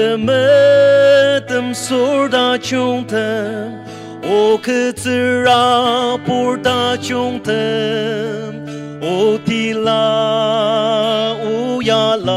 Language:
Ao Naga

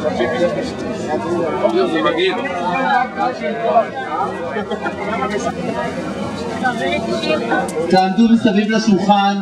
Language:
Hebrew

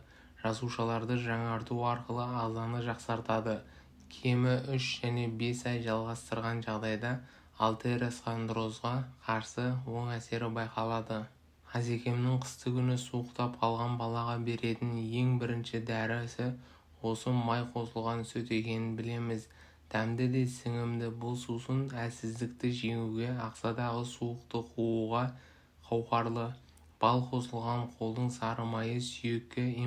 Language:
Kazakh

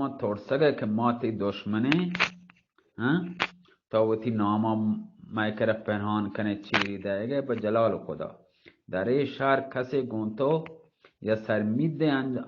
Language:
Baluchi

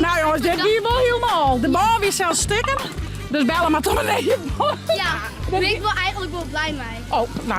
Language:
Western Frisian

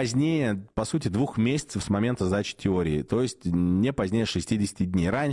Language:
Russian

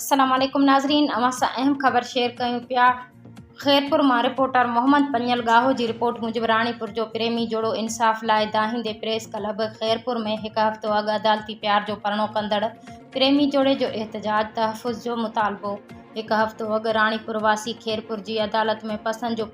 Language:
Sindhi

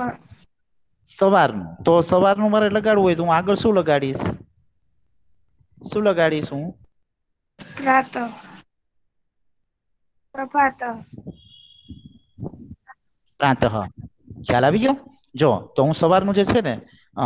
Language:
Gujarati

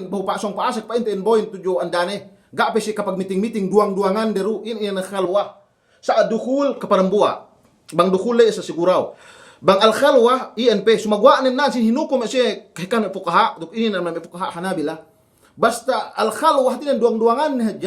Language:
Yakan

